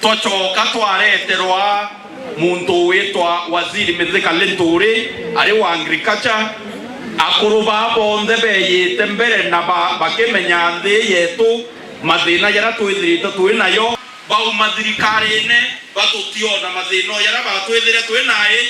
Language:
Meru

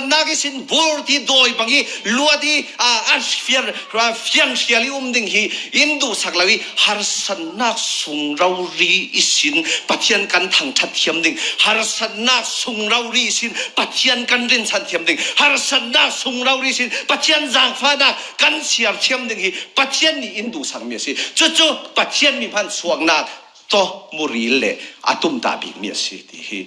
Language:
Falam Chin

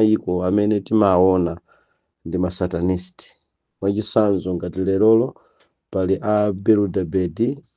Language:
Nyanja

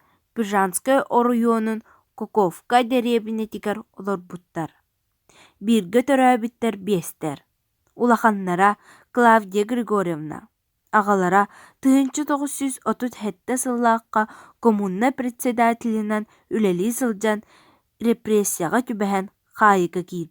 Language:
Yakut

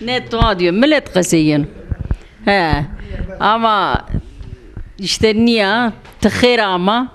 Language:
Zaza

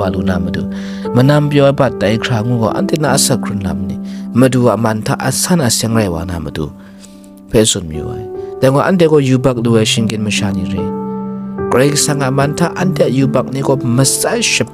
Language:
Kachin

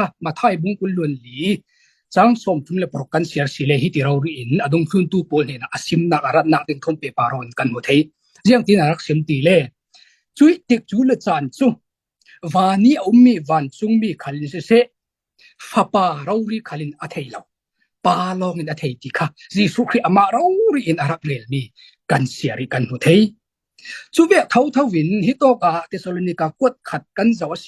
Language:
Falam Chin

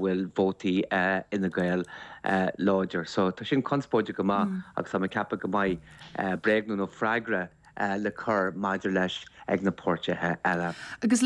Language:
Irish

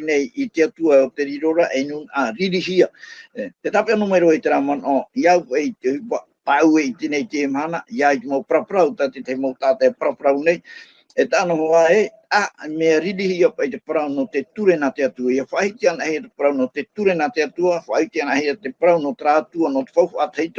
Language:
Tahitian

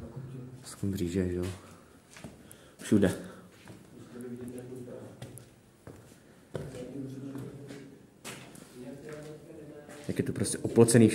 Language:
Czech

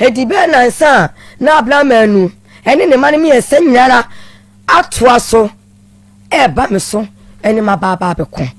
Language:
Akan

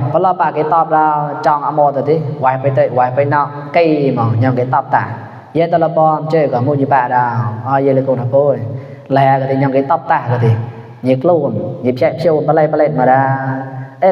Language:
Mon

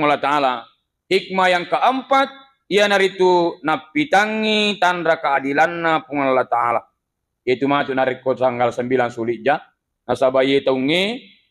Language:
Buginese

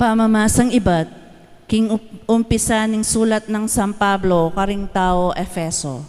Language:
Pampanga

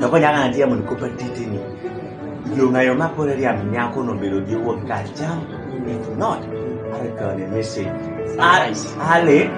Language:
Kumam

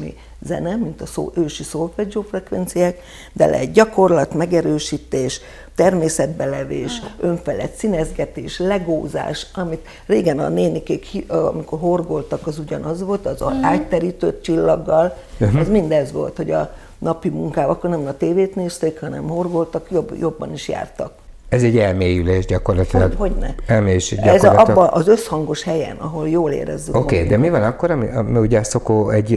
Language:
Hungarian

